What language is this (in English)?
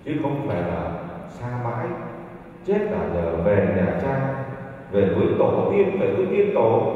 Vietnamese